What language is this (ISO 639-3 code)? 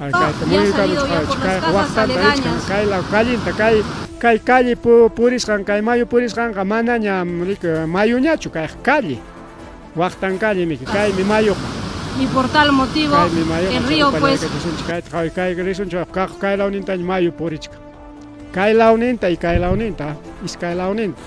quy